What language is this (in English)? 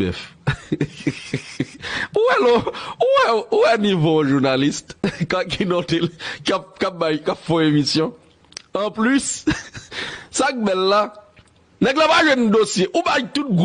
Haitian Creole